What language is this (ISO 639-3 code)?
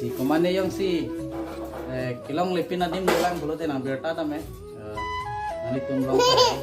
mjw